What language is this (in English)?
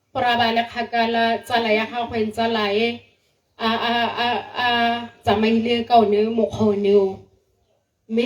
Tswana